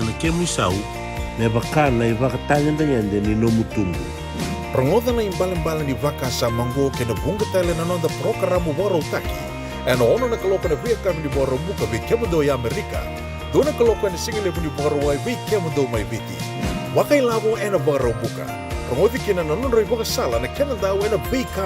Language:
Fijian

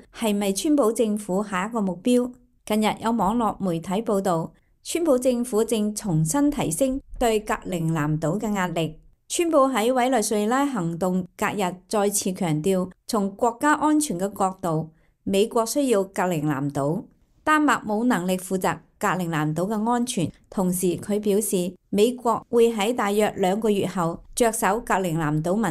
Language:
Cantonese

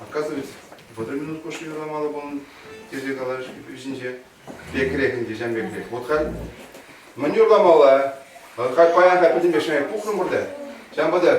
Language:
Chuvash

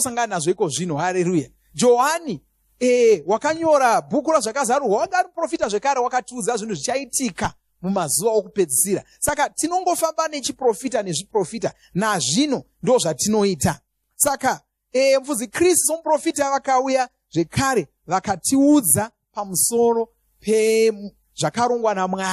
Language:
Shona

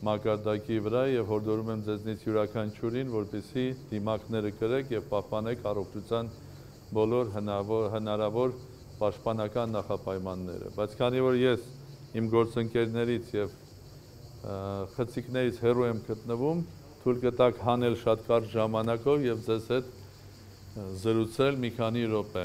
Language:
Armenian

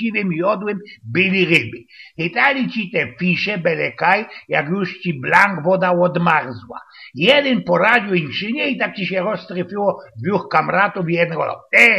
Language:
Silesian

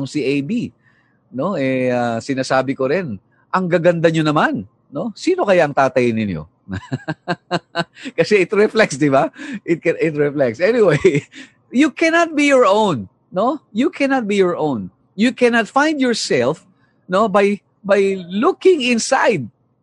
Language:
Filipino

